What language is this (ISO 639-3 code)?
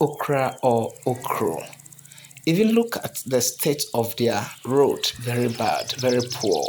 ewe